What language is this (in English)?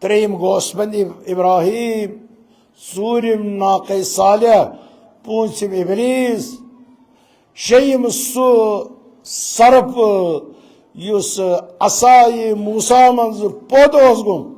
Kashmiri